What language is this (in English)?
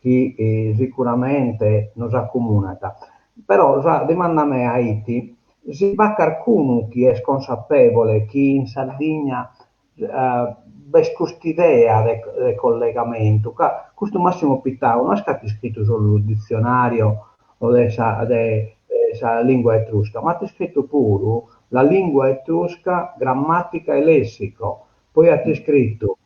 Sardinian